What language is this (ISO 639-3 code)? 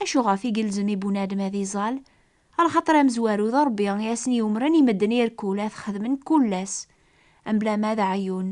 kab